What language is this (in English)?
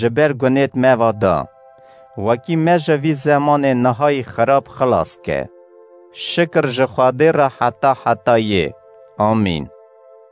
Kurdish